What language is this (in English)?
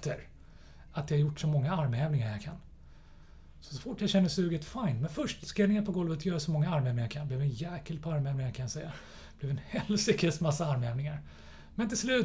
Swedish